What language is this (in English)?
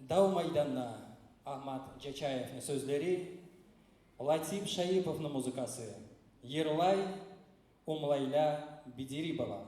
Kumyk